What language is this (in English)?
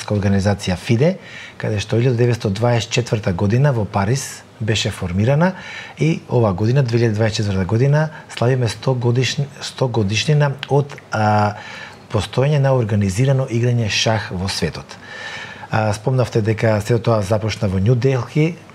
Macedonian